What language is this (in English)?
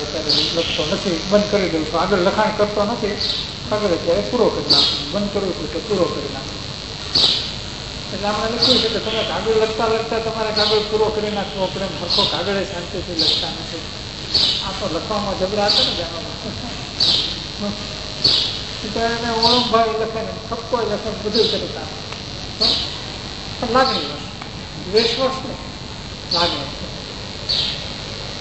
Gujarati